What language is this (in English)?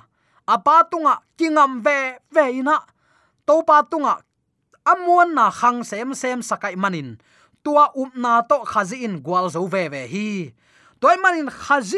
Tedim Chin